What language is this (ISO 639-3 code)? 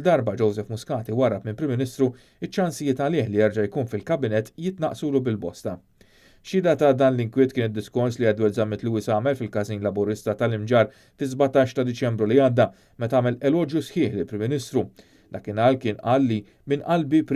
mlt